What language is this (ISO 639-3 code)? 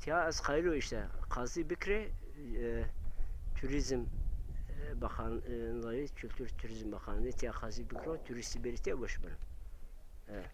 zza